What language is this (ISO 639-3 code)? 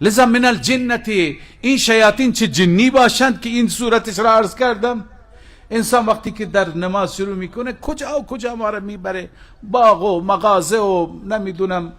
fas